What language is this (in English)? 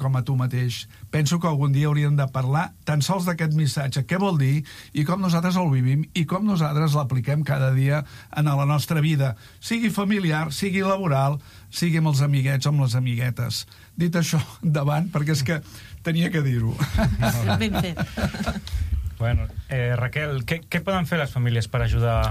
Catalan